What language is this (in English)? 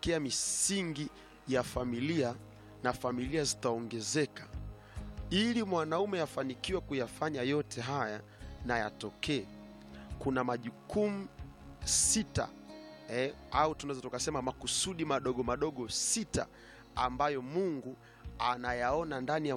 Swahili